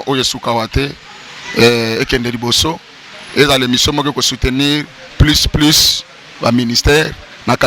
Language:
Lingala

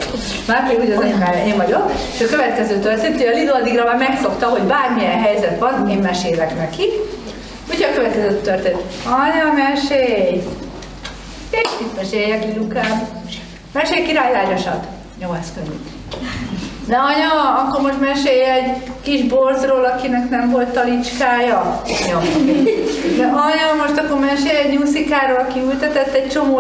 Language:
Hungarian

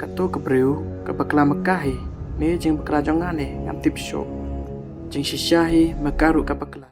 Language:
Khasi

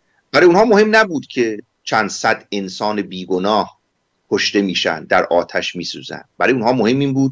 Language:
Persian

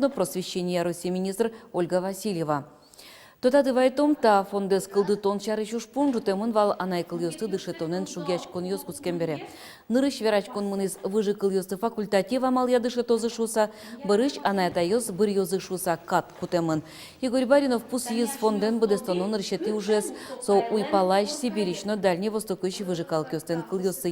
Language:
Udmurt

